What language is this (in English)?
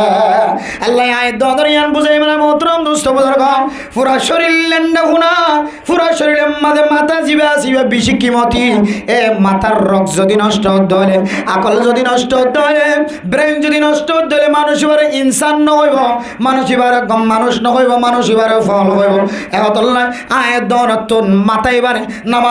Rohingya